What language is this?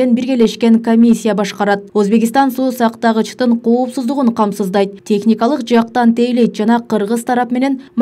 Kyrgyz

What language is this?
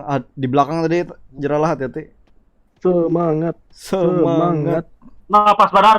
Banjar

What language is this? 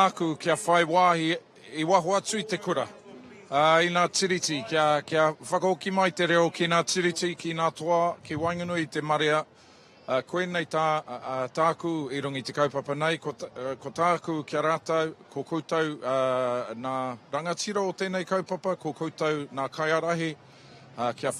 Māori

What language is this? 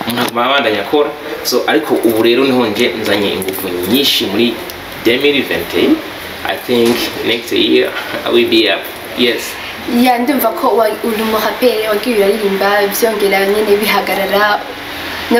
Rundi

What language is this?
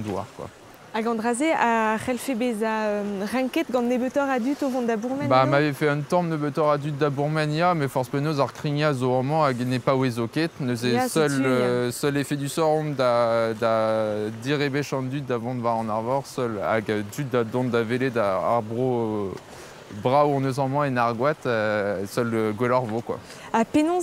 Breton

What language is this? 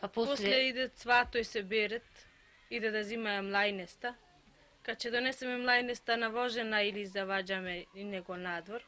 Macedonian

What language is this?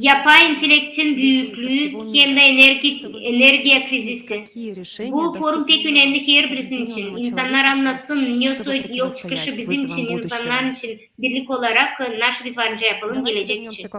Gagauz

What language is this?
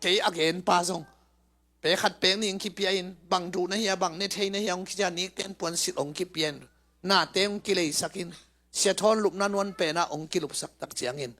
Tedim Chin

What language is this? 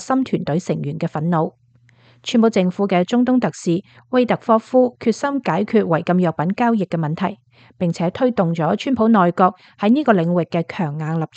Cantonese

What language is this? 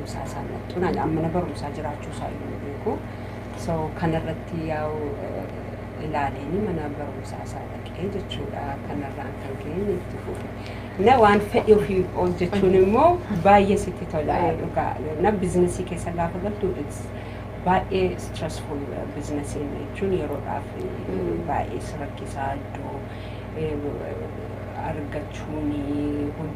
Oromo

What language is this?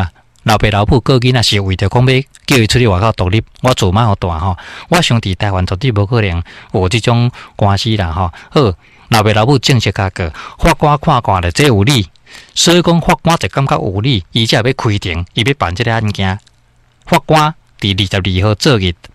Min Nan Chinese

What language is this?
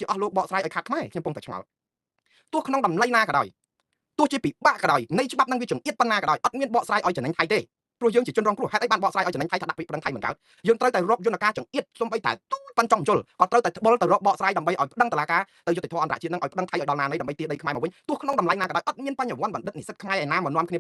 Khmer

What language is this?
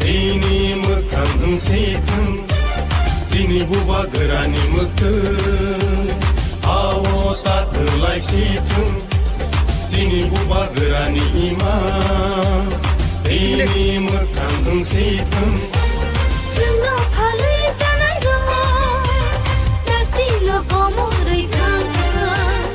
Kok Borok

